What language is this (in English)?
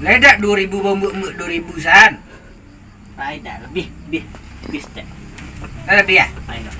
Minangkabau